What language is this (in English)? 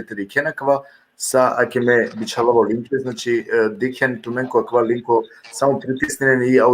Balkan Romani